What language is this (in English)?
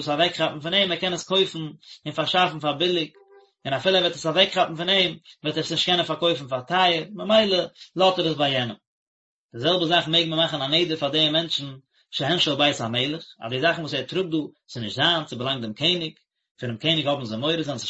Yiddish